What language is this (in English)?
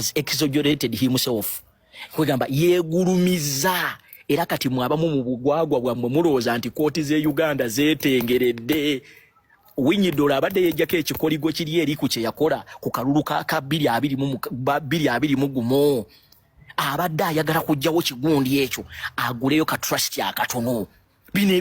Ganda